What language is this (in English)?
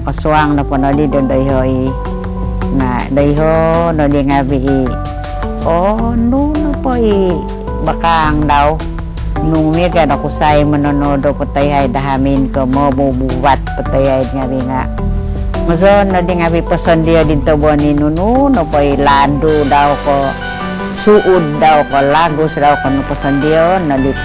Central Dusun